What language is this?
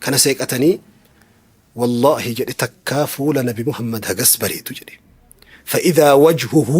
Oromo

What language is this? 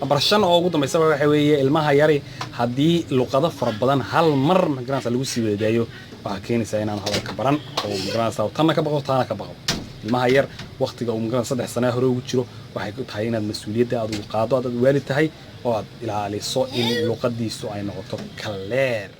Somali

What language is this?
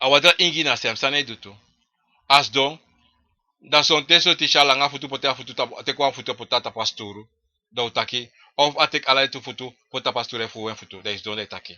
Sranan Tongo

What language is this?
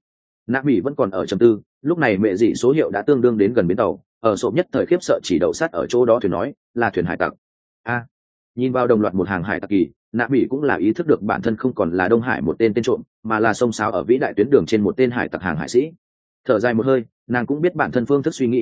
Vietnamese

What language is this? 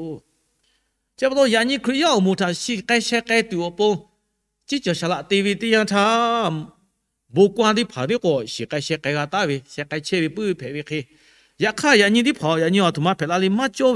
Lahu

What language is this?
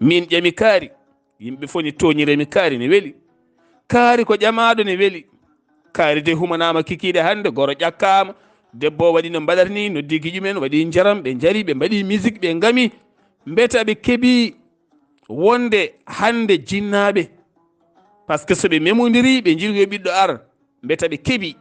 Fula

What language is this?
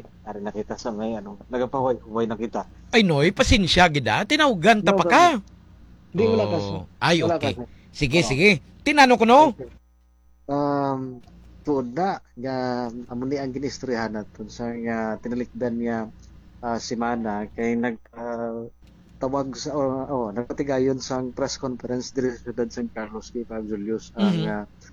Hiligaynon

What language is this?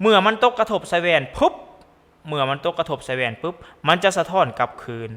Lao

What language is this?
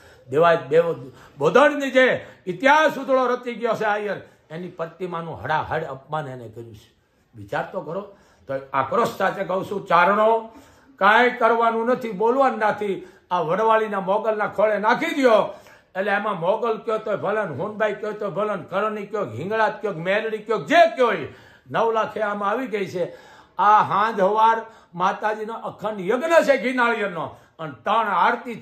Gujarati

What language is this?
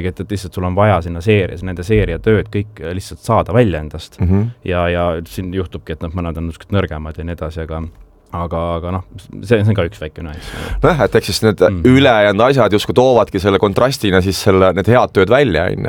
Estonian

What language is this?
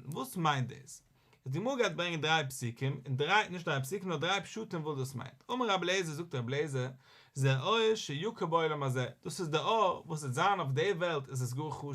Yiddish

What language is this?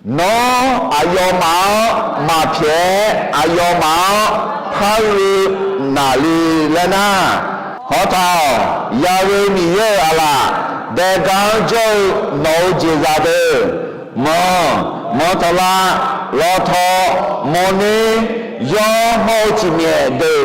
Akha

